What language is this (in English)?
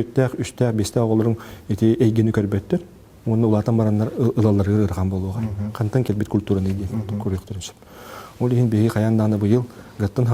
Yakut